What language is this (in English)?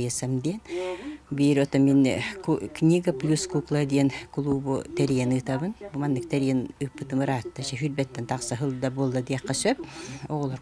Yakut